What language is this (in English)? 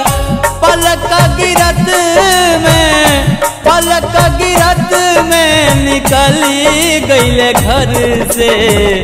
Bhojpuri